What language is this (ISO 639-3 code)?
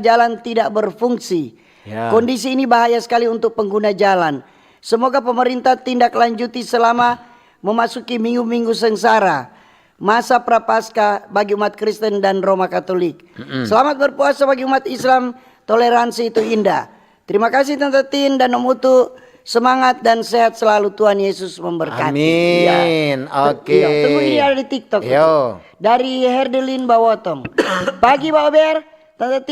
xmm